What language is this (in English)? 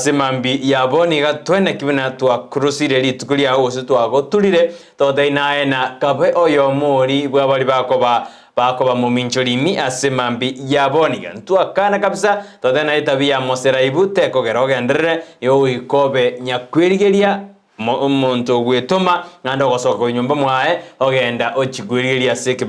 Gusii